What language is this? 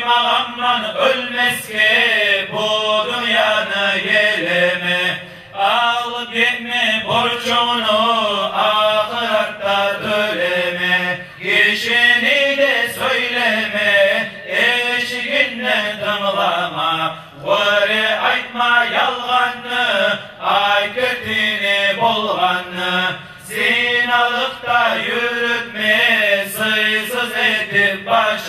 Kumyk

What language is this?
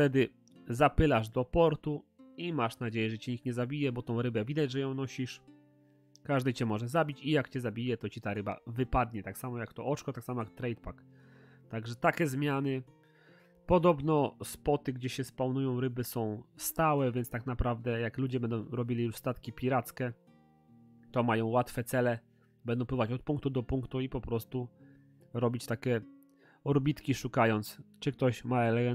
Polish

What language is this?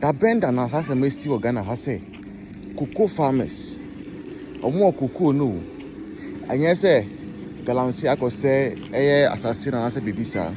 Akan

